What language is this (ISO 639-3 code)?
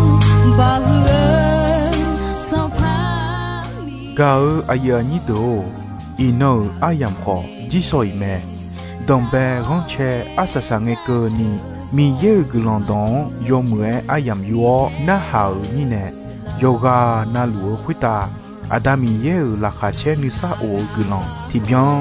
ahk